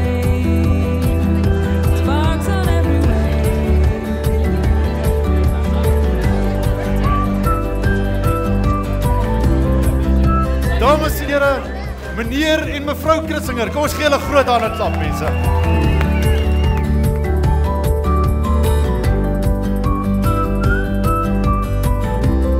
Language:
Afrikaans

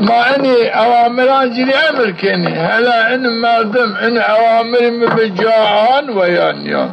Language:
Zaza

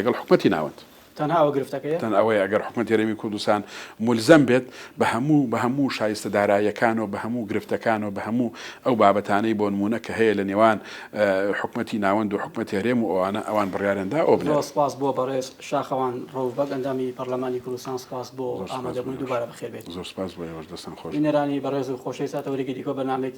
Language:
Central Kurdish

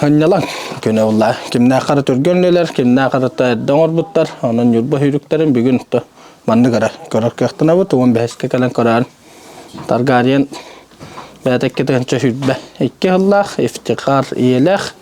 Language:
Yakut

